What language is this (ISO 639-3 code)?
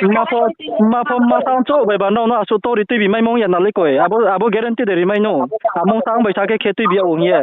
ria